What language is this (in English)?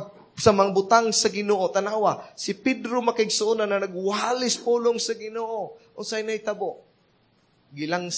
Cebuano